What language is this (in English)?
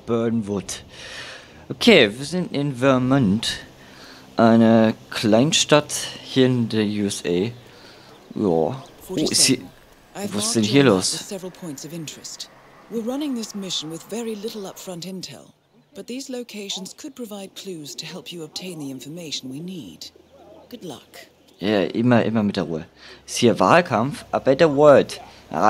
German